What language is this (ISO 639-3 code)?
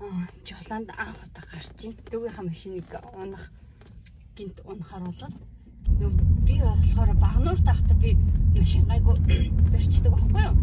mon